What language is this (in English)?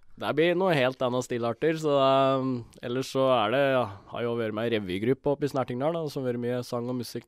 Norwegian